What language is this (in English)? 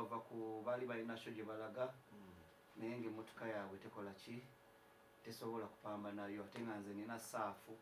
Ganda